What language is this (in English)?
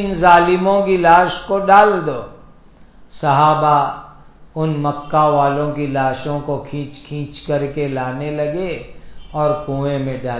Urdu